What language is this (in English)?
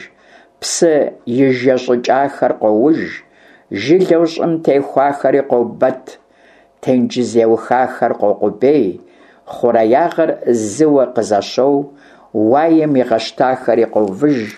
Kabardian